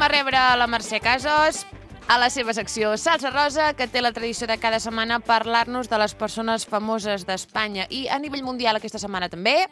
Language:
Catalan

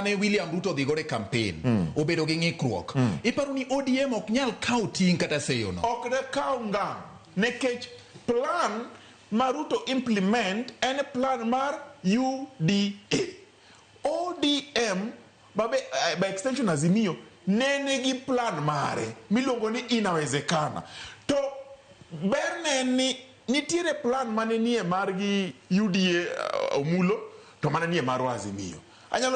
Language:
Luo (Kenya and Tanzania)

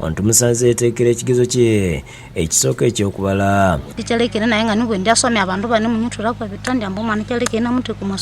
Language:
Ganda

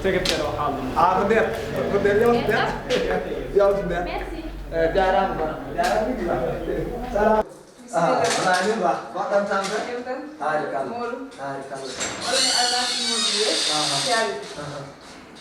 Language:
Fula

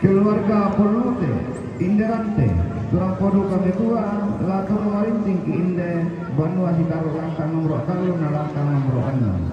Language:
Toraja-Sa'dan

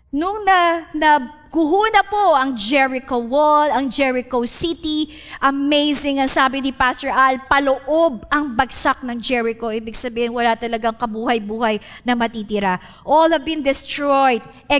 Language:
Filipino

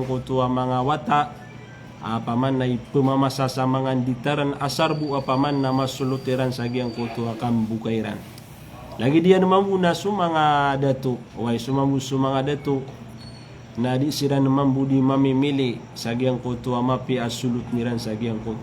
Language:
Maranao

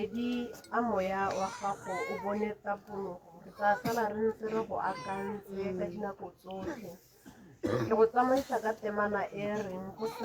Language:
Tswana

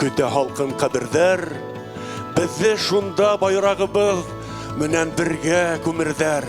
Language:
Bashkir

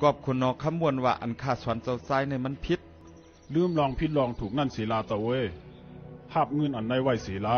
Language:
Shan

